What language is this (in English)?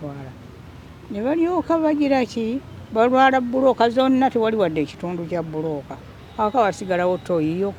Ganda